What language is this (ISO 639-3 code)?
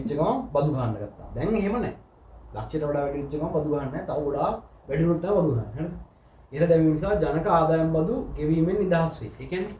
sin